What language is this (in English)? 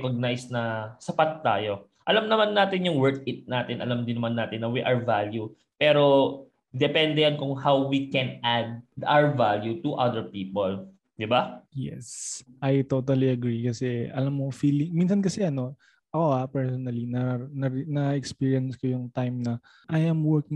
Filipino